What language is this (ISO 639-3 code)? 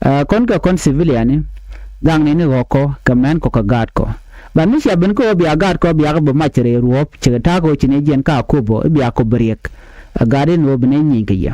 nus